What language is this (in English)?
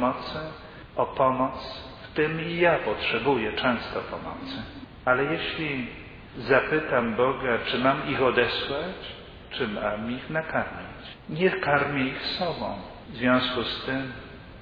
Polish